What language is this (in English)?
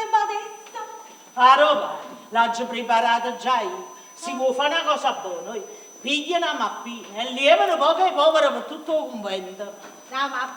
Neapolitan